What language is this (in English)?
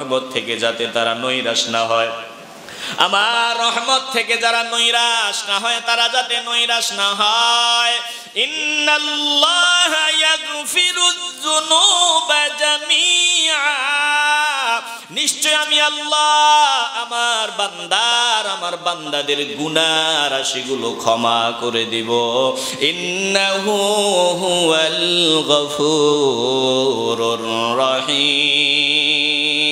Bangla